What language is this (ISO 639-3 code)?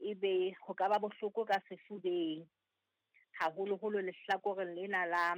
sot